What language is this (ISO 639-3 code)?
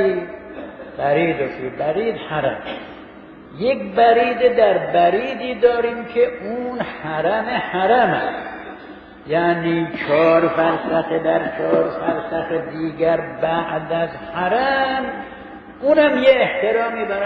fas